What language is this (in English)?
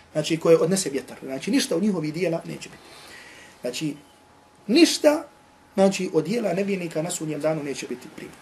Bosnian